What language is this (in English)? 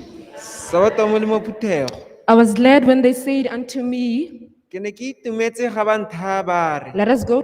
Tswana